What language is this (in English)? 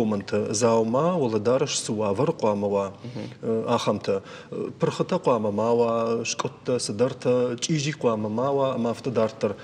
Ossetic